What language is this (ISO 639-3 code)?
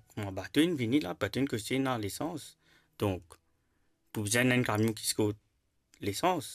mfe